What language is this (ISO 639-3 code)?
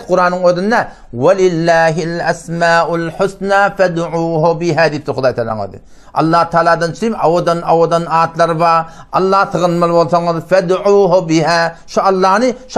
tuk